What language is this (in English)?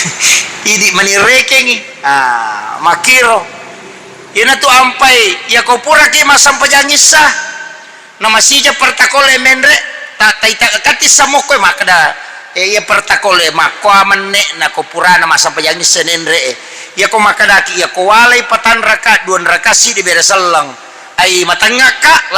Buginese